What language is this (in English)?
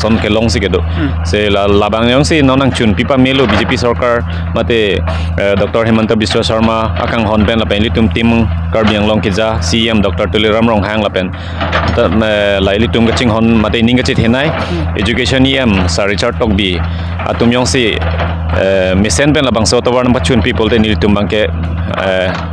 Karbi